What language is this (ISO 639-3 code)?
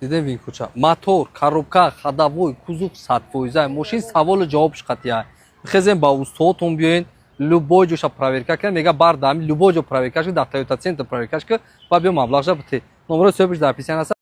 tgk